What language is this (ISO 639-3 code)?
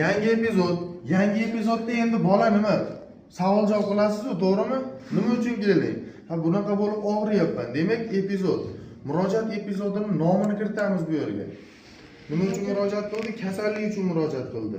uzb